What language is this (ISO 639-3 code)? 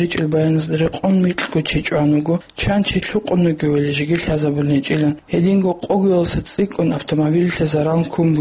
ava